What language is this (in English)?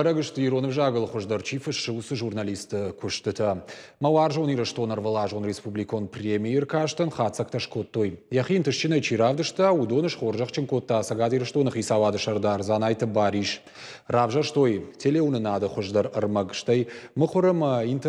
Ossetic